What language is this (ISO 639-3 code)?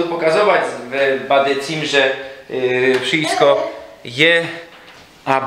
szl